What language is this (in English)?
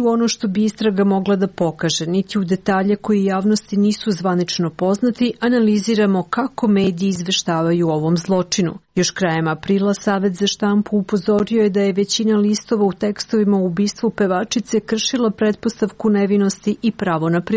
Serbian